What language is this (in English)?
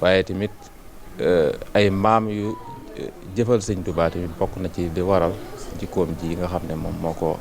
Wolof